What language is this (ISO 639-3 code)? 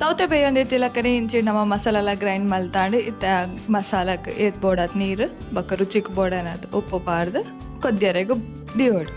tcy